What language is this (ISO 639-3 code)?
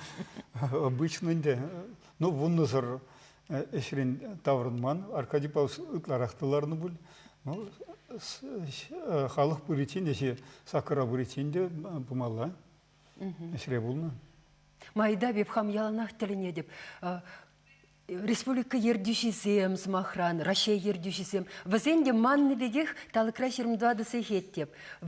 chv